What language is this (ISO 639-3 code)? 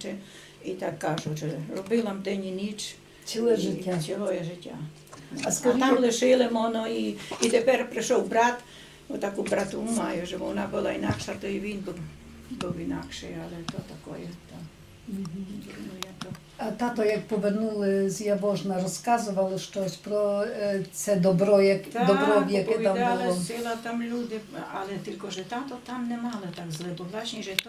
rue